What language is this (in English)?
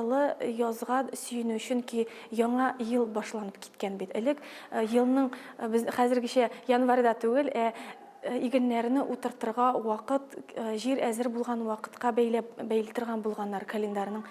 Tatar